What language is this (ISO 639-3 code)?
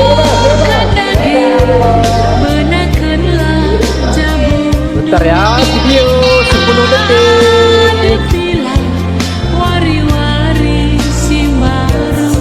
btx